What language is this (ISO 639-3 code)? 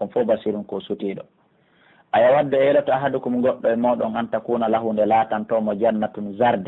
fuf